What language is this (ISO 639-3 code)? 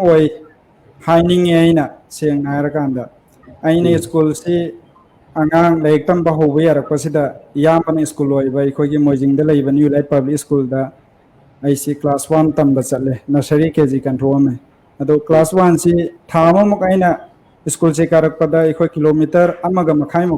mni